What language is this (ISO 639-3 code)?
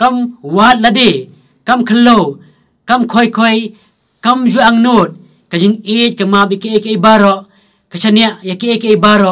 kha